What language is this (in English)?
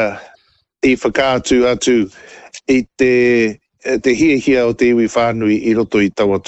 Māori